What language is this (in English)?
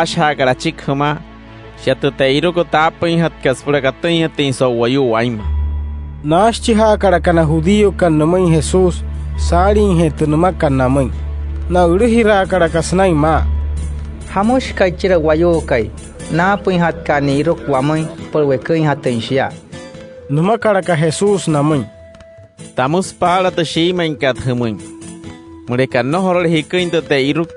Wayuu